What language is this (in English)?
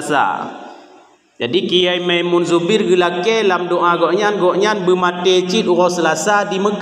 Achinese